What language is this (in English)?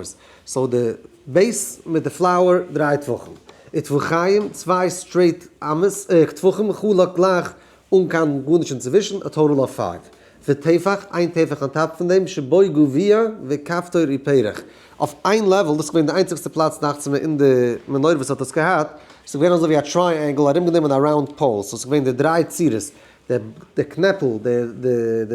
Yiddish